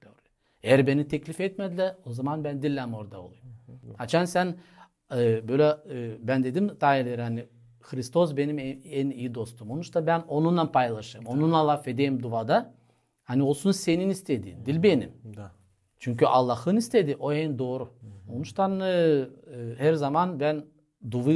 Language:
Gagauz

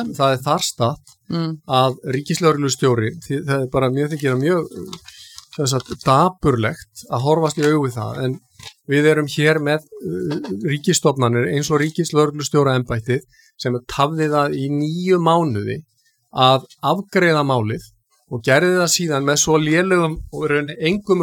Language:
Icelandic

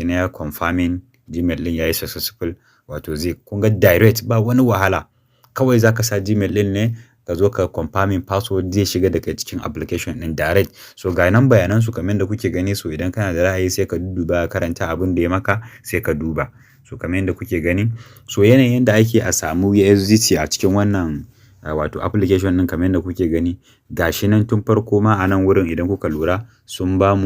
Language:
Hausa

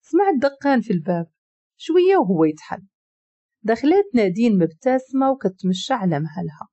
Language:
Moroccan Arabic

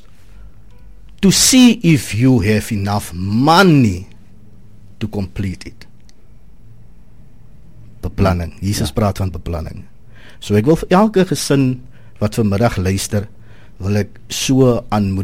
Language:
Afrikaans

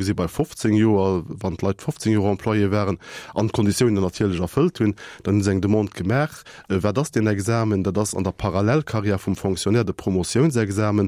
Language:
Luxembourgish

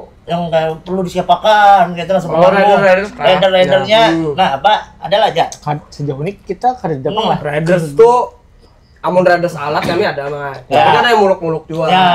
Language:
Banjar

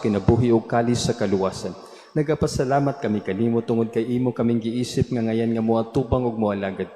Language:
Cebuano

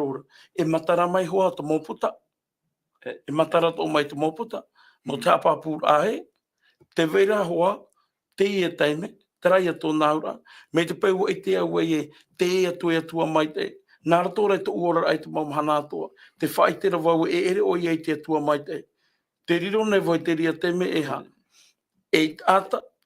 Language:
Tahitian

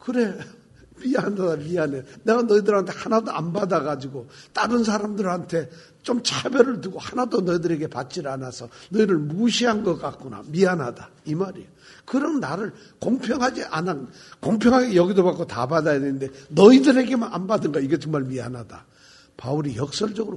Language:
Korean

